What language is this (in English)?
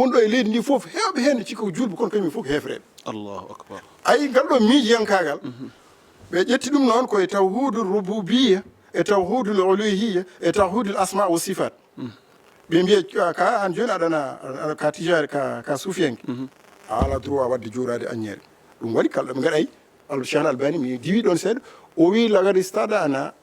Fula